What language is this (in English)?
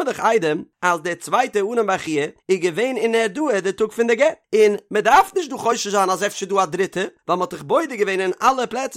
Yiddish